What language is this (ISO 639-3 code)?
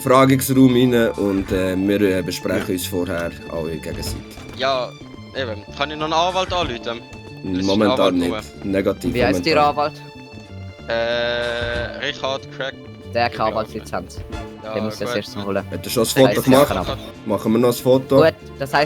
gsw